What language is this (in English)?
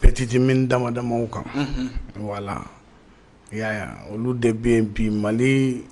Bambara